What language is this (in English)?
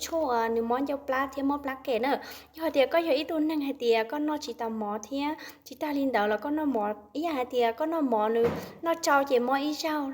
Hmong